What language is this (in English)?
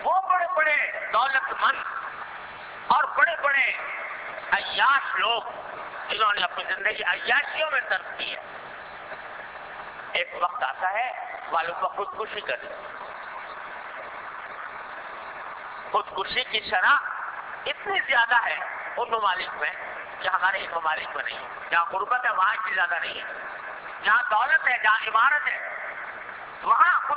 Urdu